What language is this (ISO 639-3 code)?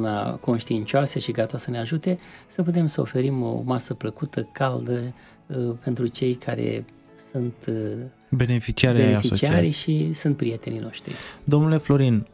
ron